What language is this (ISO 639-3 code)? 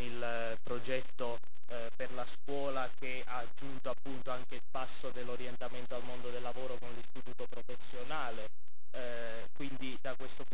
ita